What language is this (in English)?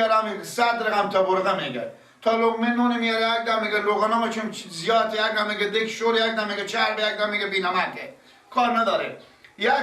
Persian